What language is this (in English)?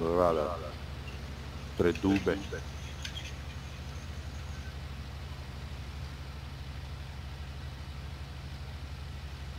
Croatian